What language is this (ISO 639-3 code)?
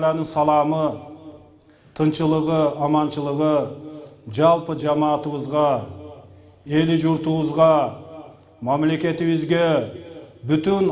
kir